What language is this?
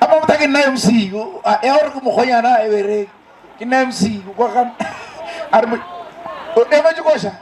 Northern Sotho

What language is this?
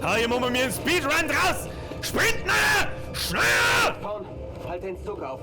Bavarian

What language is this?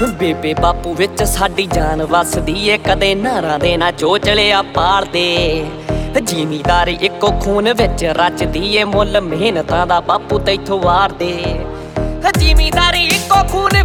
Punjabi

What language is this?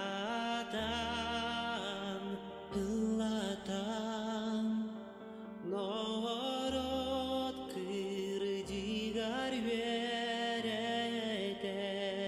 Yakut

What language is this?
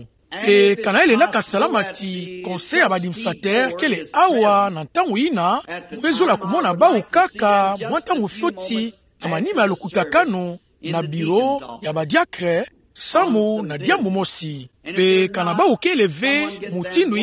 Kituba (Democratic Republic of Congo)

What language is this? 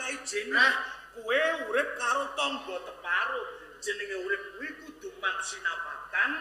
Javanese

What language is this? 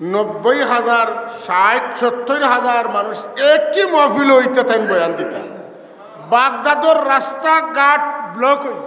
Sylheti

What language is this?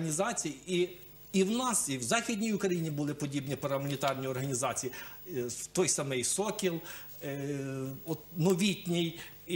Ukrainian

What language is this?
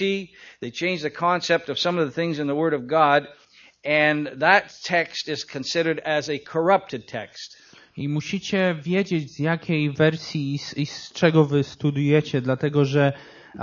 Polish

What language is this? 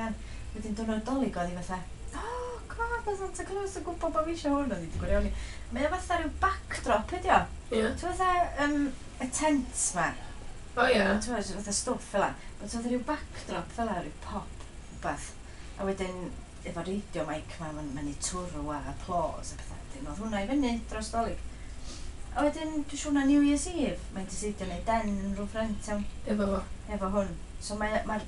Welsh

